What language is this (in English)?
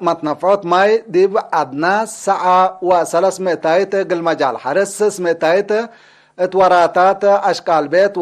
Tigre